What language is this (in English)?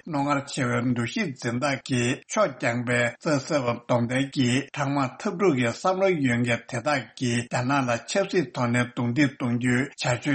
Tibetan